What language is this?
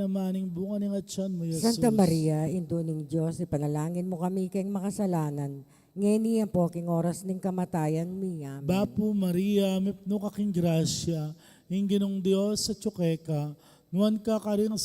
Pampanga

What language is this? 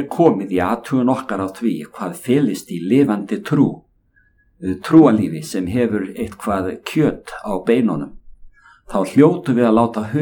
Icelandic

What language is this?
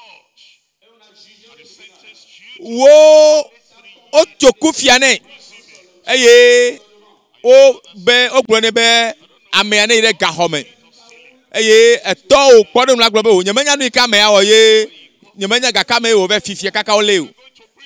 Ewe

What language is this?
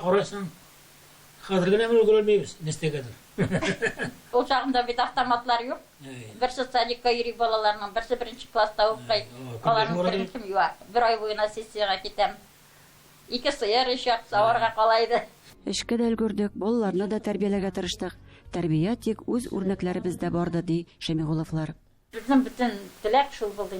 Tatar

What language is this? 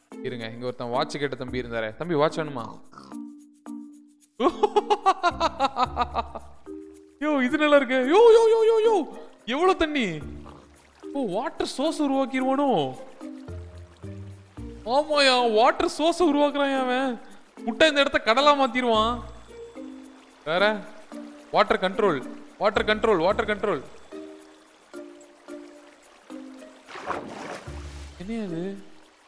Tamil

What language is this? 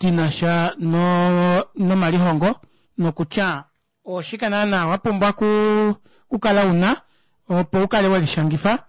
Kuanyama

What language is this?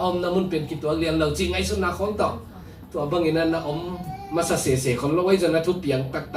Tedim Chin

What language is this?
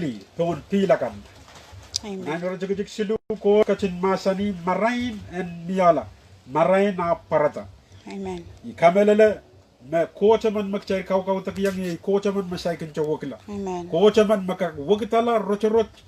Pohnpeian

